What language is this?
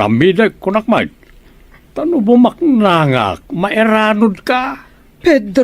Iloko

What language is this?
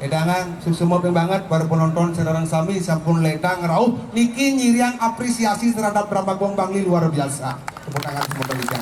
Balinese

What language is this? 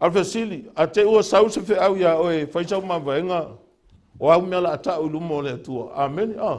Samoan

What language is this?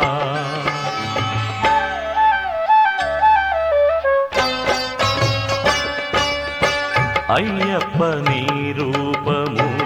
Telugu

